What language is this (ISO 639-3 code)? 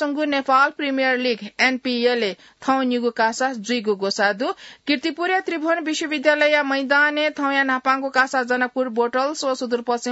new